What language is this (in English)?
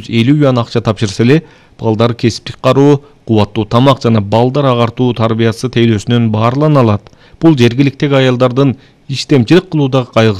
Kyrgyz